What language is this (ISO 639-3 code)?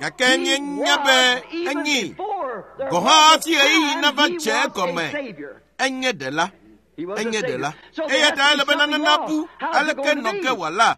ewe